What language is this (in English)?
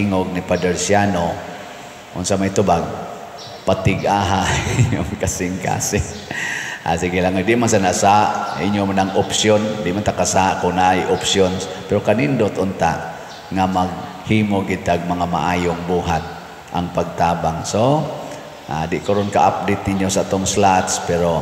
Cebuano